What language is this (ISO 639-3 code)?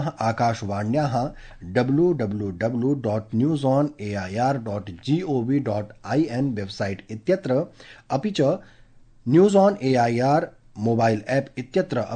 san